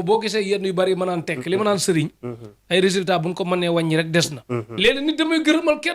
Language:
Wolof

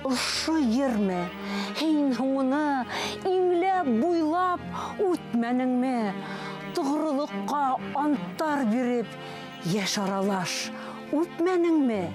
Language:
Bashkir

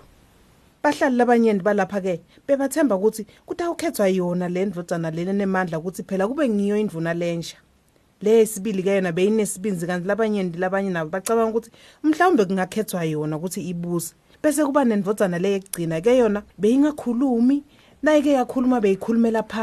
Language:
Swati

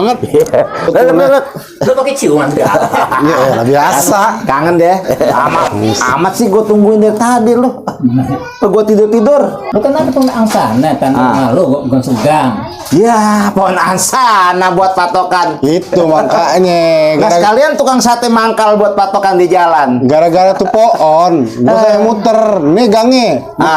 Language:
Betawi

